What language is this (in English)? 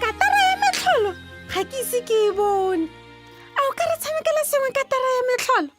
Tswana